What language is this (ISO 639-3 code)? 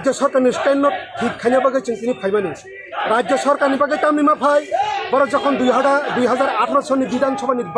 trp